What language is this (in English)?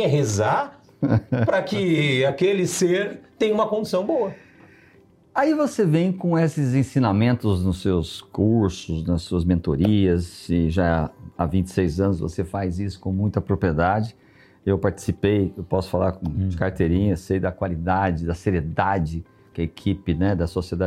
Portuguese